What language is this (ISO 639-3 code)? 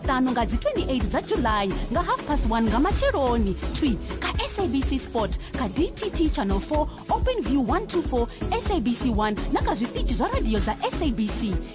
ven